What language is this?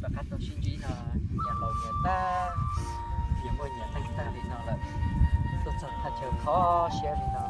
Hmong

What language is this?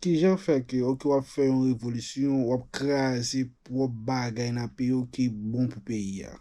Haitian Creole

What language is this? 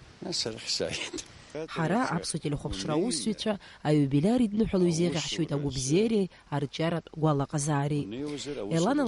Abkhazian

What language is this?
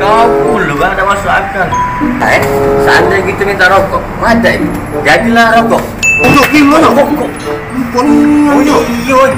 Musi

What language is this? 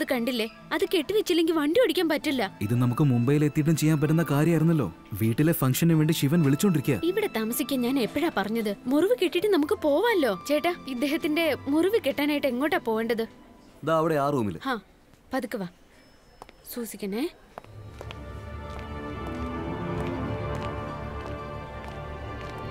Malayalam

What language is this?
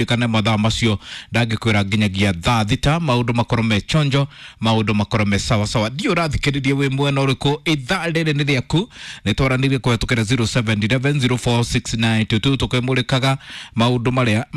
Kikuyu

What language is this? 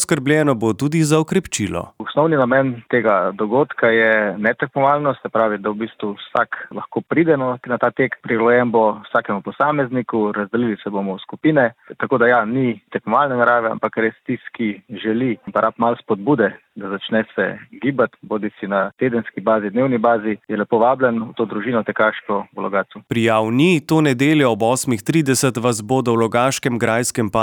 Slovenian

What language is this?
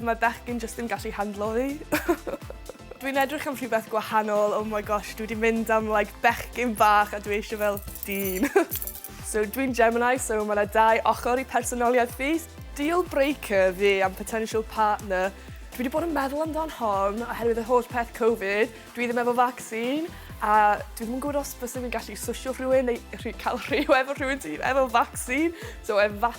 Welsh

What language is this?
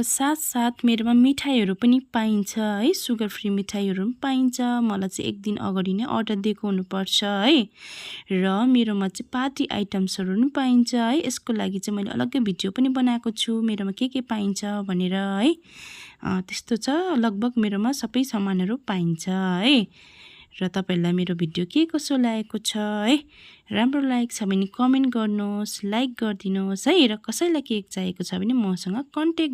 Nepali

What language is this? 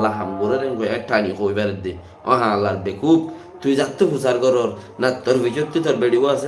Rohingya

